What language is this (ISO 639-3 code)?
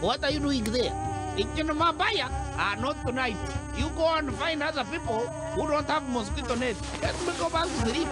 nyn